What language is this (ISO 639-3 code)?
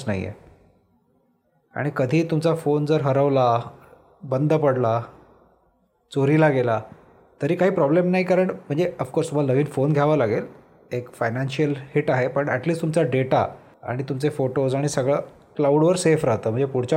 mar